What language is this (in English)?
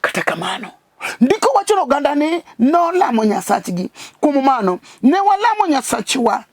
Luo (Kenya and Tanzania)